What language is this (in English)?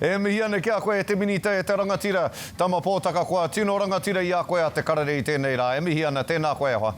Māori